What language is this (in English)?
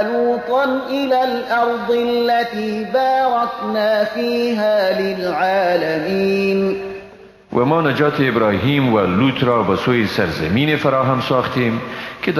Persian